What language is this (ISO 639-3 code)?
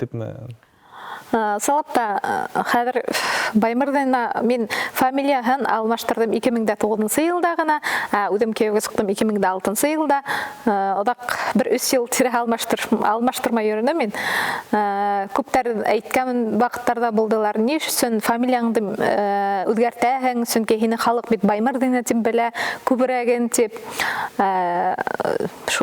bak